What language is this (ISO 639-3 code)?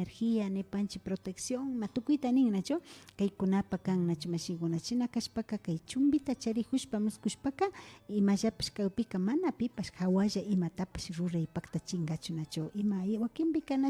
qvi